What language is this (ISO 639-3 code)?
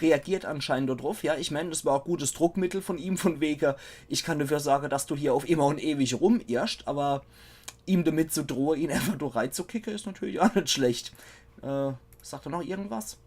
pfl